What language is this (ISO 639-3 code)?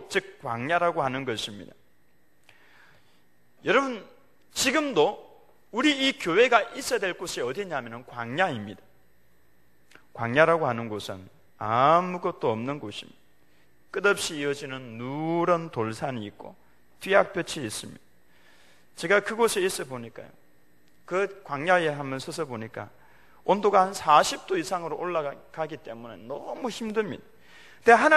kor